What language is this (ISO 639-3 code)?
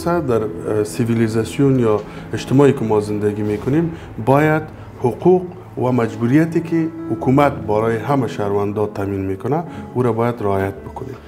fas